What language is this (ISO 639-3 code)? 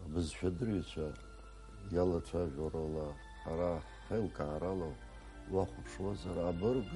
abk